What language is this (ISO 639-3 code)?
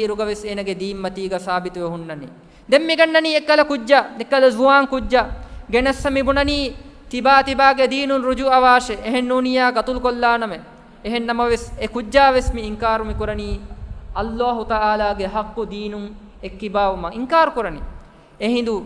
div